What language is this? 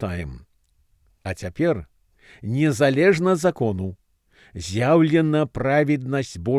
Belarusian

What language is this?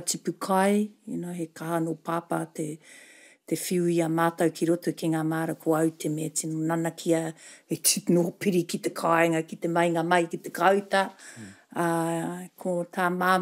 Māori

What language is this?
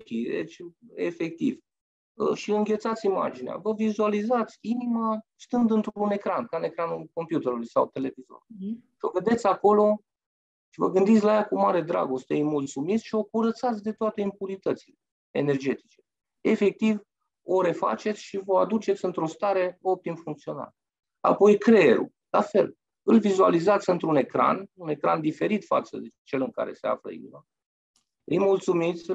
Romanian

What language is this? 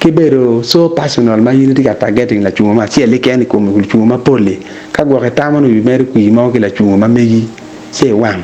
Acoli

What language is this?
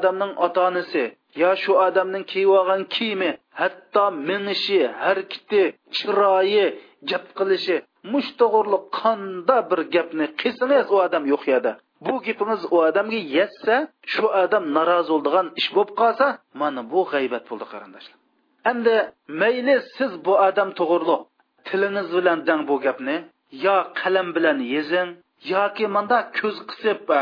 Uyghur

